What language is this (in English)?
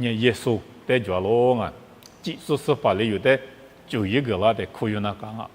Lisu